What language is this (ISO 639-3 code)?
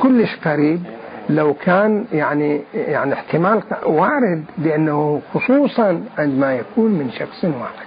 acm